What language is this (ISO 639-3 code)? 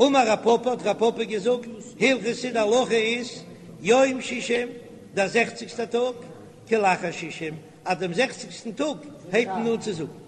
yid